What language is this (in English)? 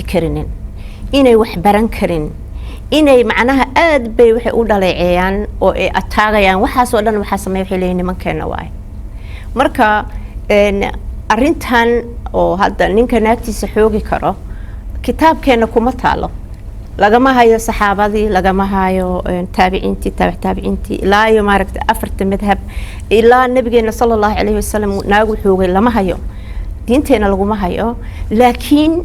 Somali